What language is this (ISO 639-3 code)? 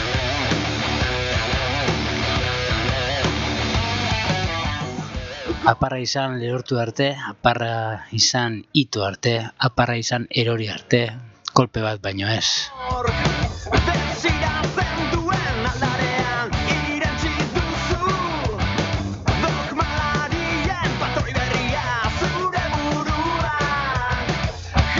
eus